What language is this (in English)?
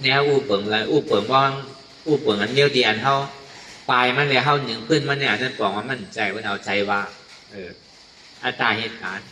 Shan